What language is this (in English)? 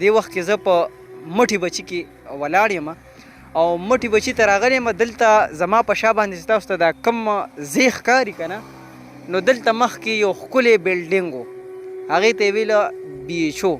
Pashto